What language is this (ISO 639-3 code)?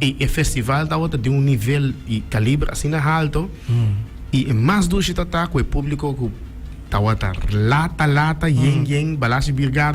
pap